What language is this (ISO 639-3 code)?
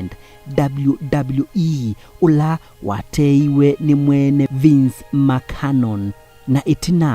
kam